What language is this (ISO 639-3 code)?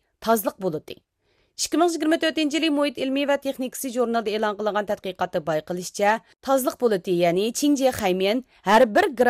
uig